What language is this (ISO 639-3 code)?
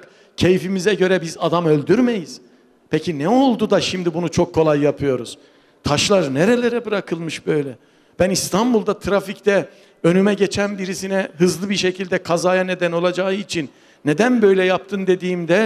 tur